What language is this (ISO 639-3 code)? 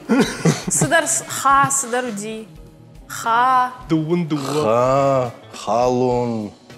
oss